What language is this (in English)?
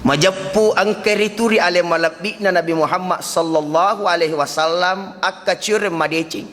Buginese